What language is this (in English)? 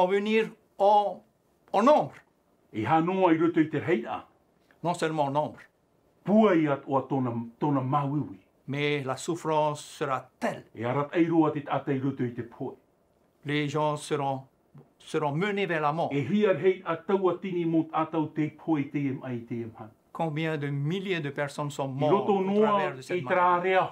Tahitian